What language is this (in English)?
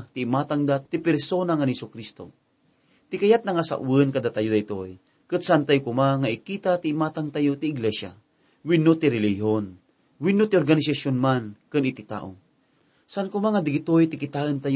Iloko